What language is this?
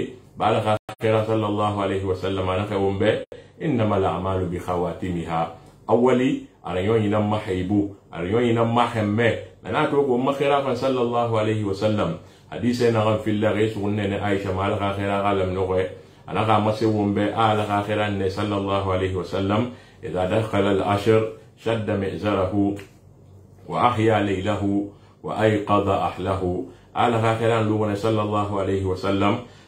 Susu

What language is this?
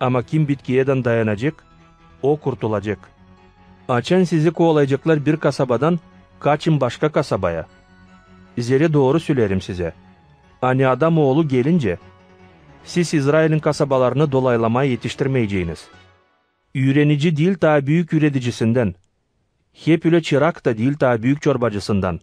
Gagauz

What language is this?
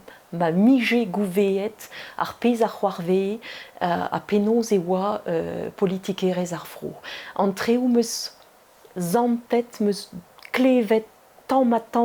Breton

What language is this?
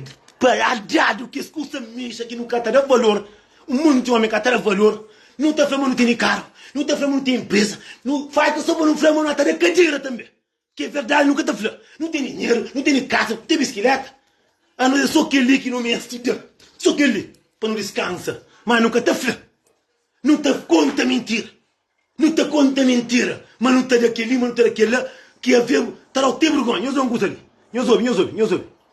Kabuverdianu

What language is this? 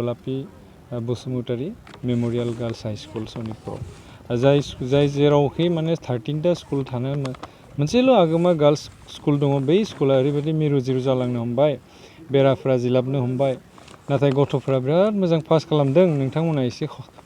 Bodo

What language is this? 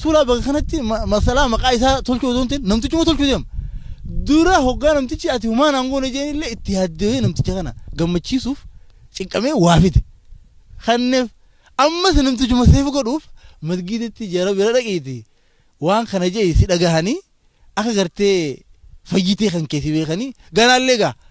Oromo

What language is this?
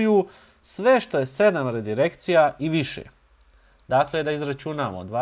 Bosnian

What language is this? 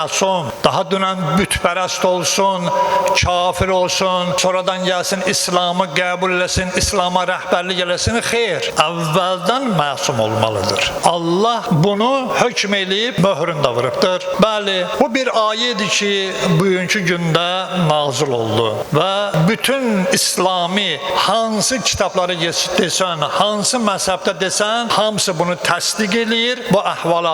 Azerbaijani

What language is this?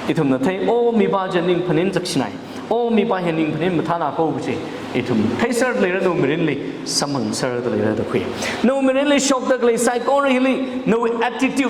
Tangkhul Naga (India)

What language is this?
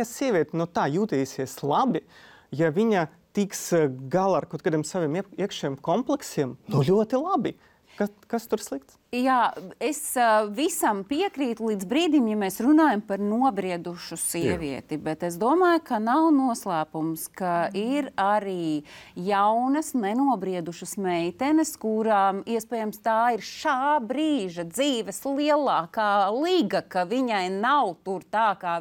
Latvian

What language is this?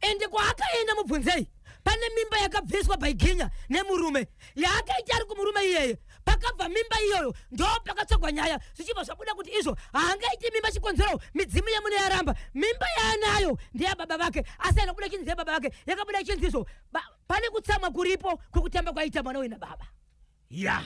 Shona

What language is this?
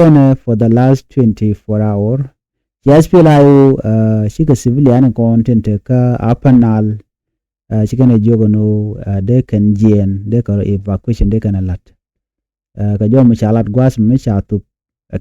Nuer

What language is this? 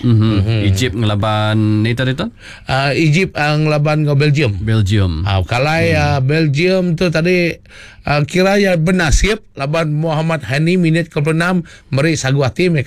Iban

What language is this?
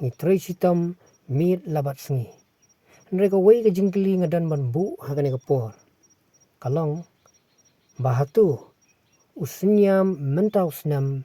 Khasi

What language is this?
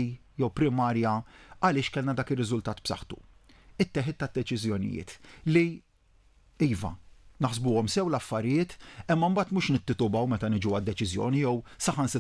Maltese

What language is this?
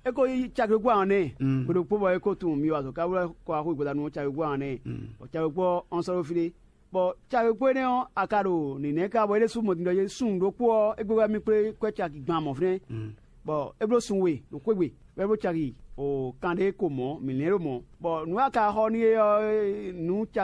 Fon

